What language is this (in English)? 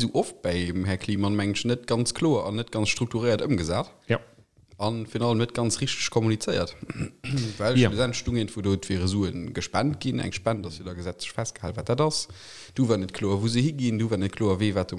Luxembourgish